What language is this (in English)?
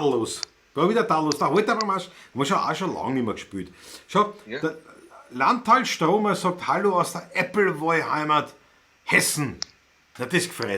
Bavarian